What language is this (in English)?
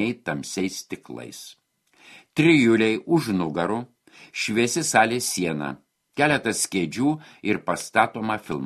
Lithuanian